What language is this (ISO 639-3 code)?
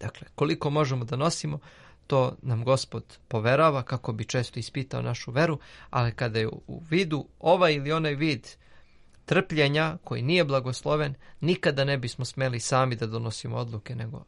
srp